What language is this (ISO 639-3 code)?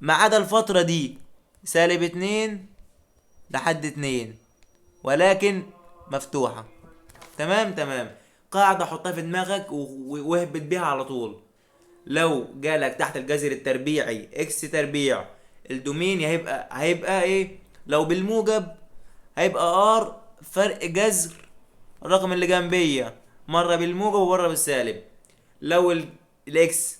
arz